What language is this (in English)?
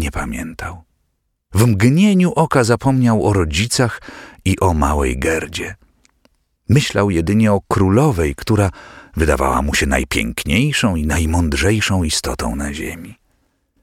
Polish